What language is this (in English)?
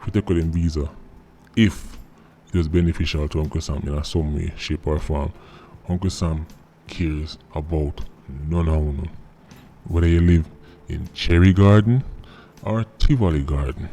Jamaican Creole English